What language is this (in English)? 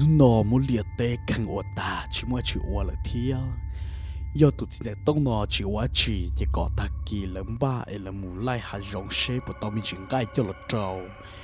Hmong